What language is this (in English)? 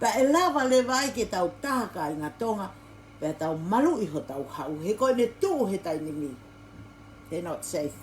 Tongan